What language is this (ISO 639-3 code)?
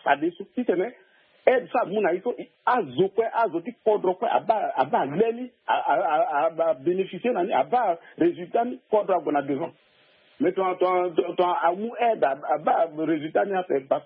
sag